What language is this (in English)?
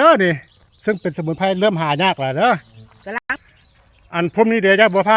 Northeastern Thai